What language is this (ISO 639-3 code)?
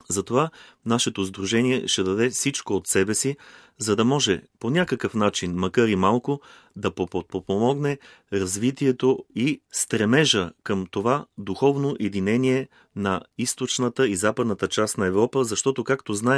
bul